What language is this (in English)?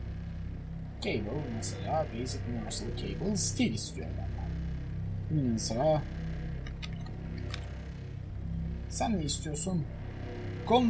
Turkish